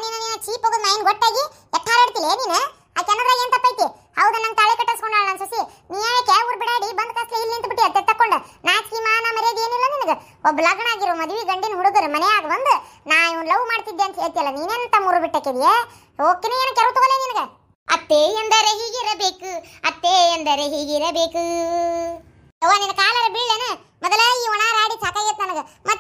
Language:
Kannada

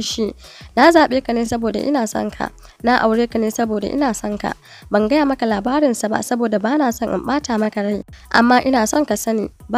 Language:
Hausa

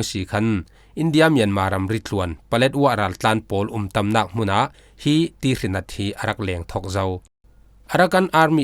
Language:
Falam Chin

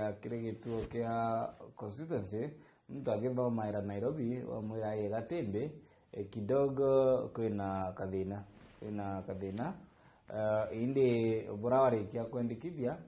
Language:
Meru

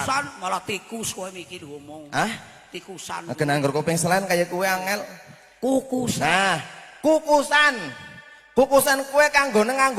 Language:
Javanese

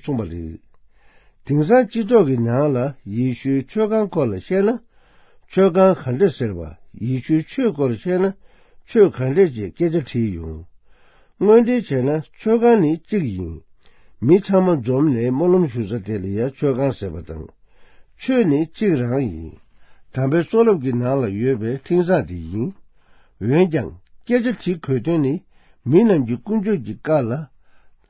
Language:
Tibetan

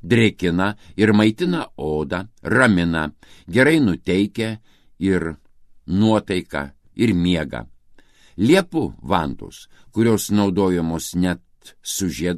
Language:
Lithuanian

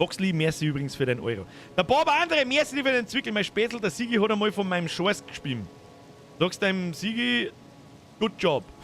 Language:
Bavarian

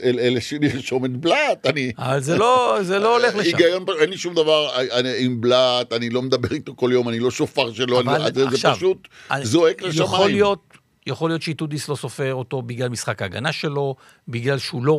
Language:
Hebrew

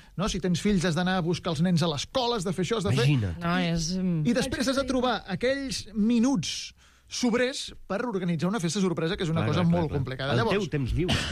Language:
Catalan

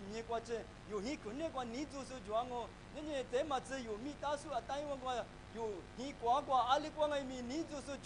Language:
Lisu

